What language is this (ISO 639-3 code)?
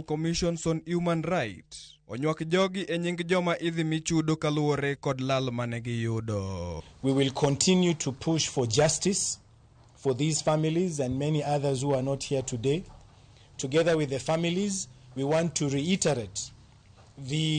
luo